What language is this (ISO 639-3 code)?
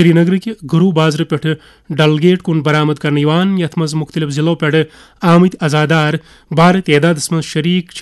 kas